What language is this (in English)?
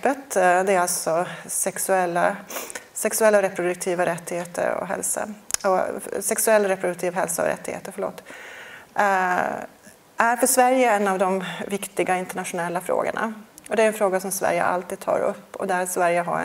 Swedish